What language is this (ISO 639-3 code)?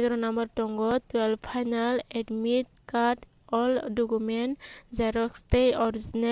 trp